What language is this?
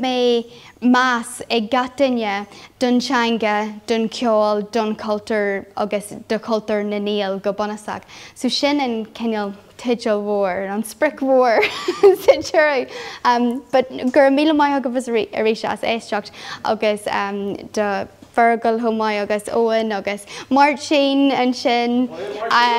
Irish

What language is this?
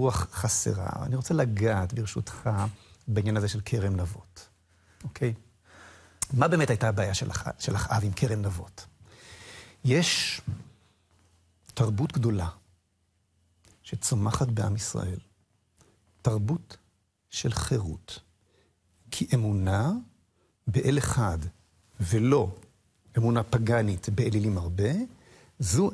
Hebrew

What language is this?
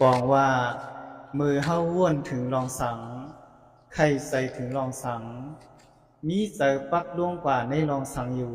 Shan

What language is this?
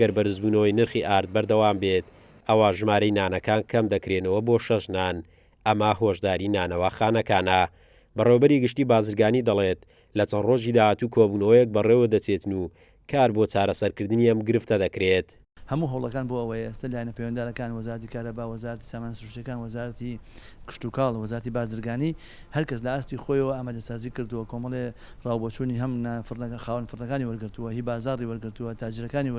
Central Kurdish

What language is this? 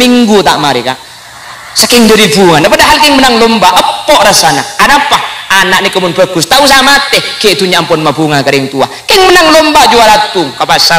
Madurese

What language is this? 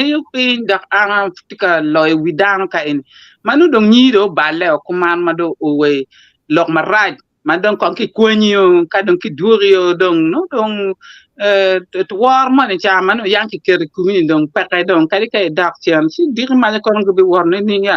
Acoli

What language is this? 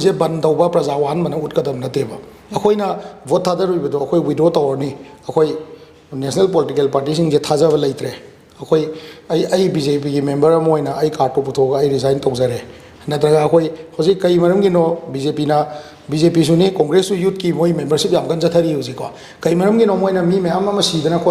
Manipuri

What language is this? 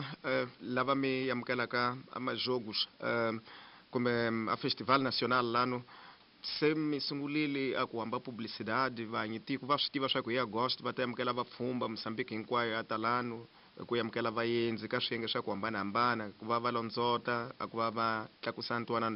Tsonga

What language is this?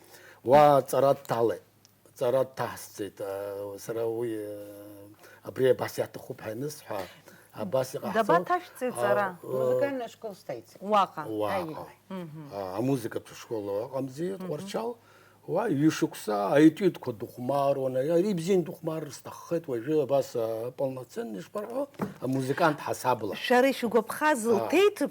Abkhazian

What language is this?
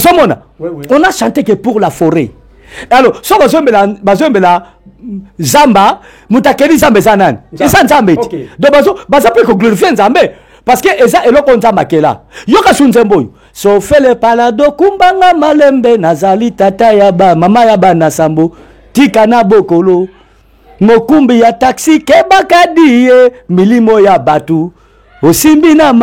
Lingala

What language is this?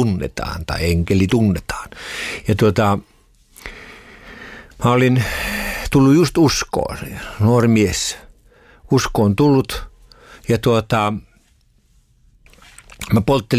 Finnish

